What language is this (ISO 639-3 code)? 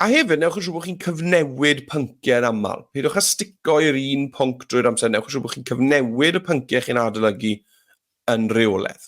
cym